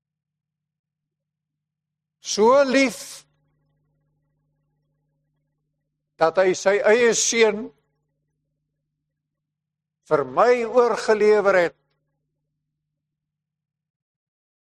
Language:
Afrikaans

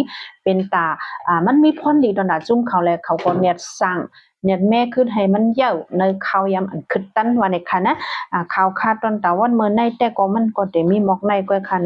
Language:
Shan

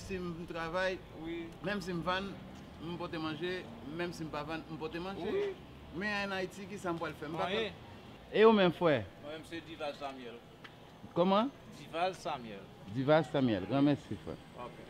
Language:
Haitian Creole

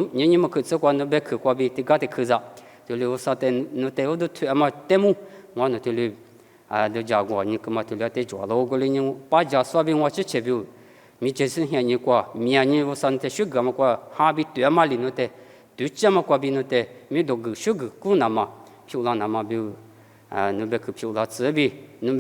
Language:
Lisu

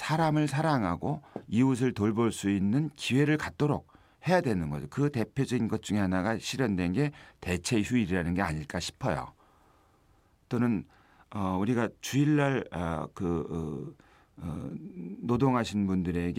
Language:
Korean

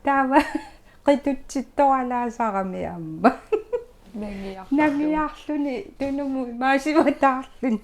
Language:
Kalaallisut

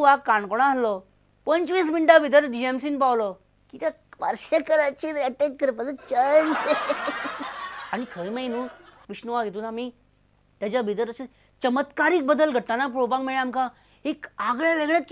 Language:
Konkani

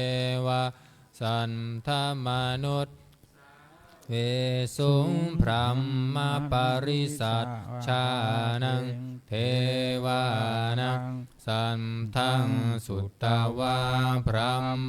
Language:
Pali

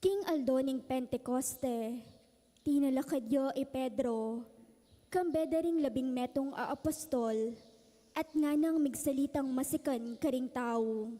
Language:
Pampanga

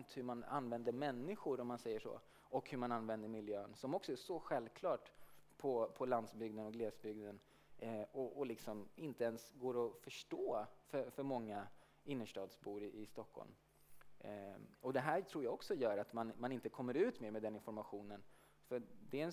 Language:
Swedish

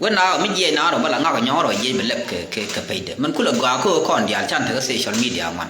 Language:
Nuer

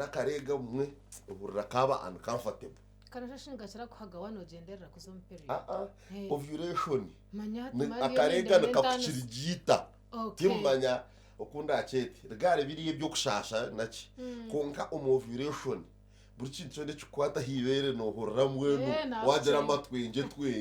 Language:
Nyankole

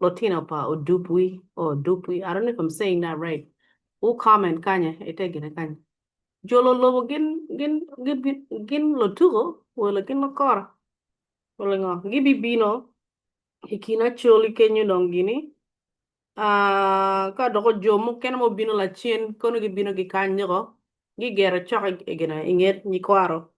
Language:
Acoli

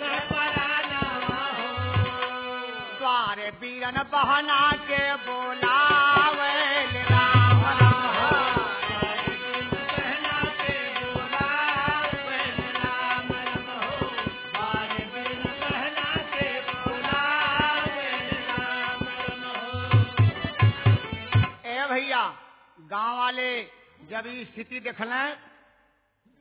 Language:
Bhojpuri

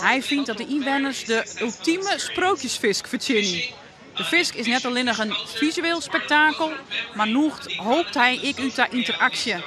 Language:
Western Frisian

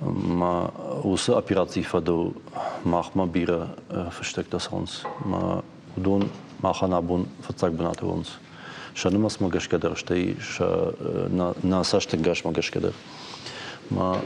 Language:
Ossetic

